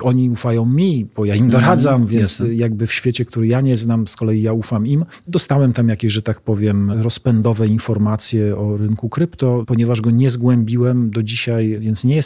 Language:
Polish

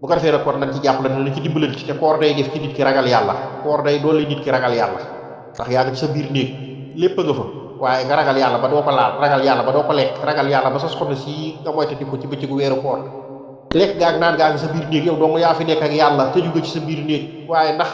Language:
Wolof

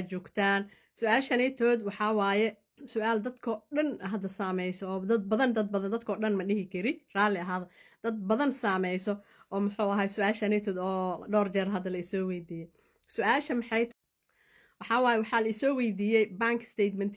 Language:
Somali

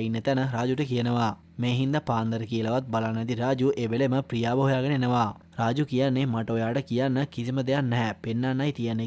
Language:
Sinhala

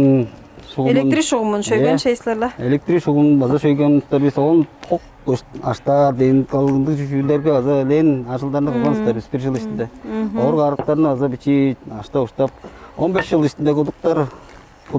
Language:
Tuvinian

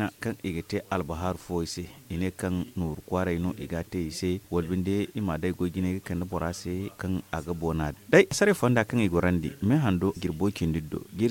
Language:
Zarma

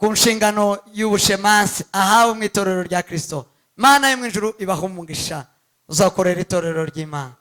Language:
Kinyarwanda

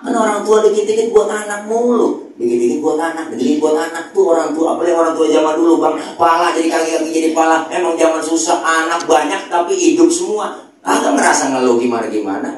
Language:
Betawi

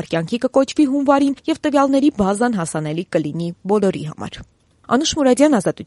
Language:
Armenian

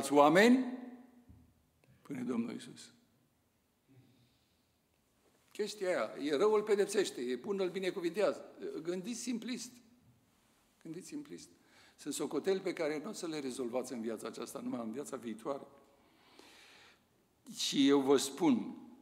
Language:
Romanian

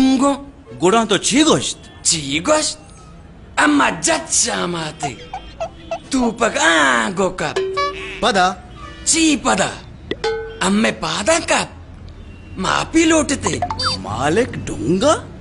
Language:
Baluchi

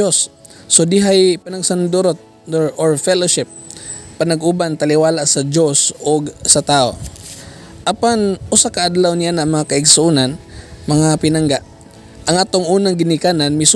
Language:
Cebuano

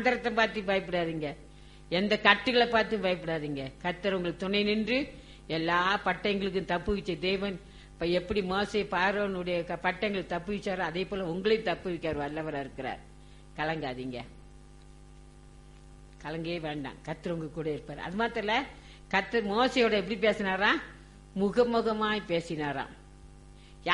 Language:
Tamil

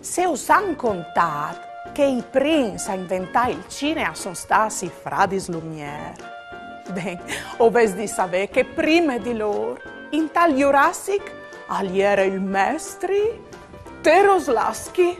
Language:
Friulian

